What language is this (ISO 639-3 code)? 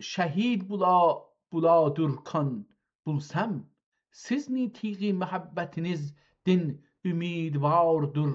azb